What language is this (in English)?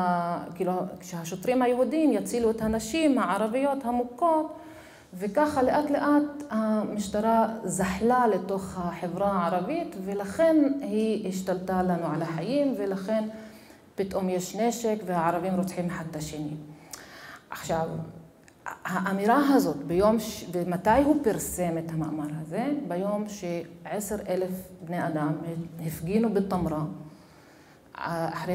Hebrew